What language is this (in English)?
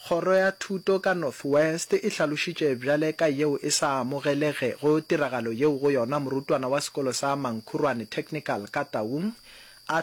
Northern Sotho